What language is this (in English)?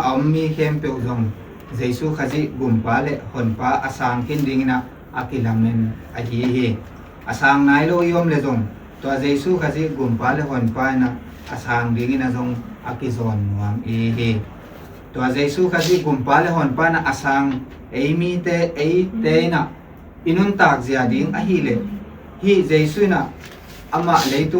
Tedim Chin